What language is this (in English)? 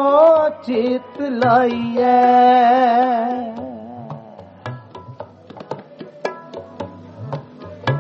Punjabi